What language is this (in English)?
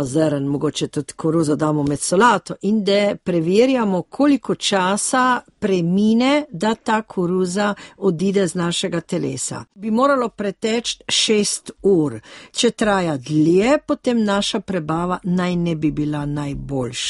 Slovenian